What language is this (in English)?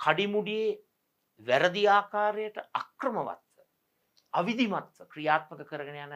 Sinhala